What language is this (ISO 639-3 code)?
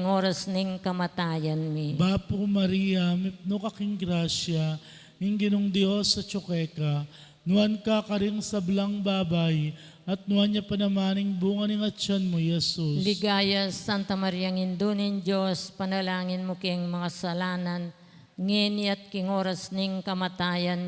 pam